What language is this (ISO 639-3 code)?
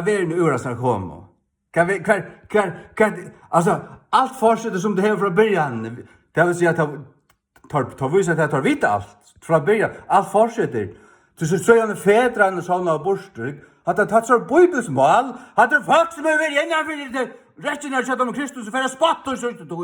fao